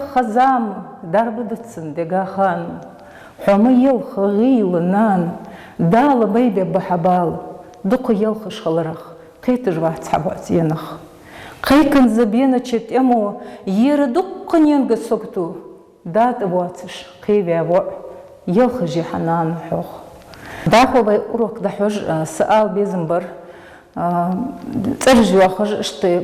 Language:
Ingush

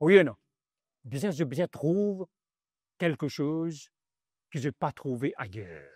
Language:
Morisyen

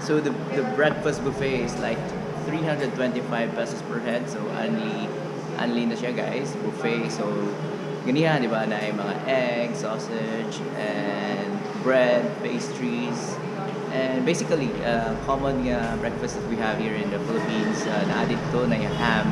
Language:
Cebuano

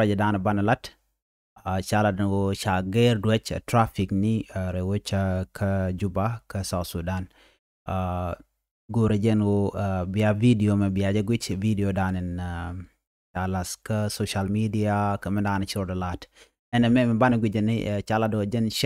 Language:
Nuer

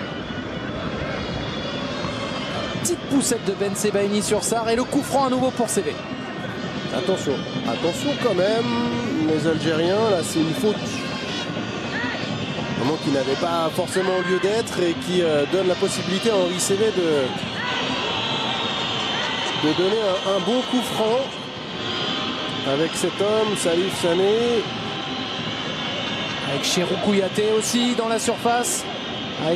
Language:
French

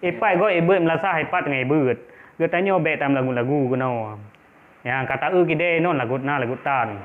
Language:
Achinese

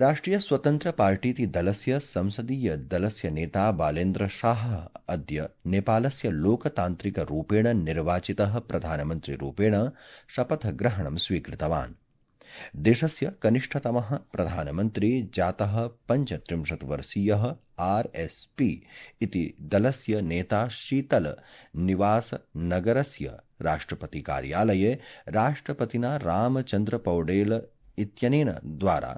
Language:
Sanskrit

